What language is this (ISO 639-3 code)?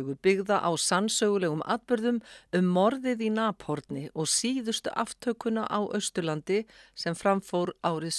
isl